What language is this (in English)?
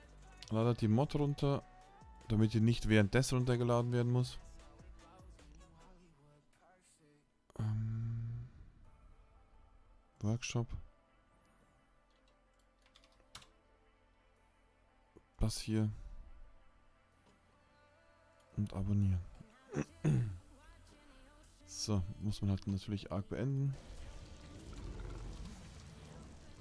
German